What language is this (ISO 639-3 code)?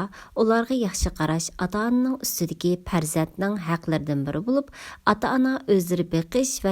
uig